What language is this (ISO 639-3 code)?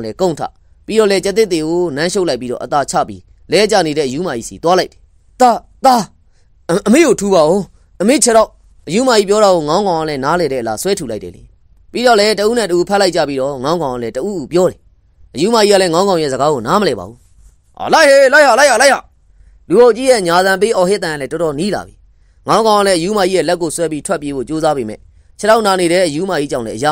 mya